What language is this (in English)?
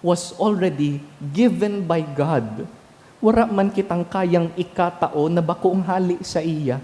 Bikol